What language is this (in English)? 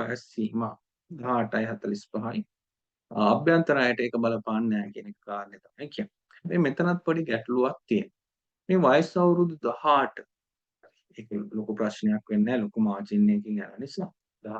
Sinhala